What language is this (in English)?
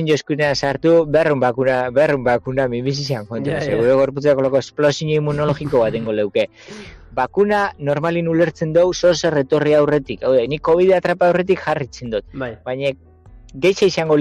Basque